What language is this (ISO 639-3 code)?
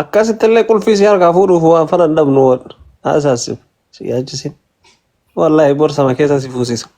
orm